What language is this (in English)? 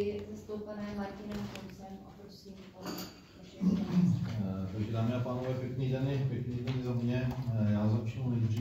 Czech